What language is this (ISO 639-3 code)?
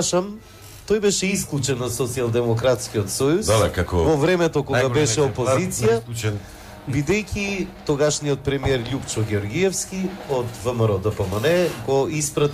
mkd